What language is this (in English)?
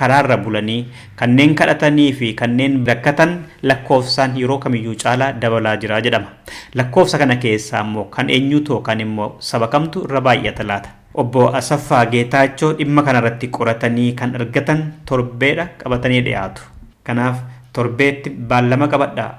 Oromo